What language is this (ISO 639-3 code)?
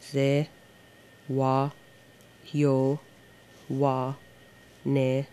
moh